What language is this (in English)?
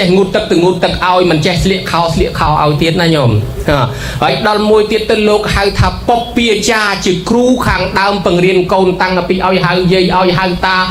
Khmer